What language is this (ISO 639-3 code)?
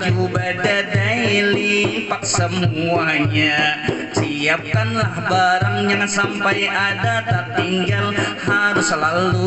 bjn